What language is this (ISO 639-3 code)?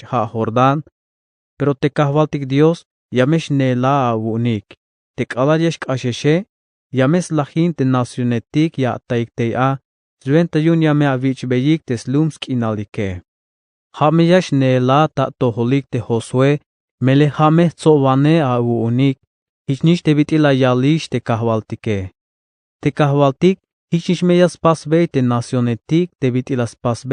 tzh